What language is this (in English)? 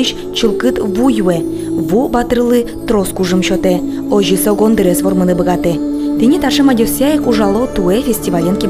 Udmurt